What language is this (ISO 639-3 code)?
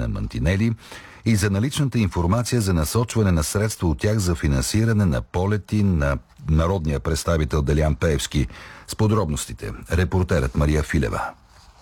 bul